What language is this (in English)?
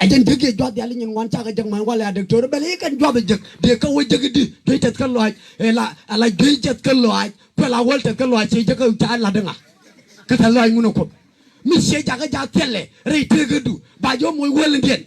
Nuer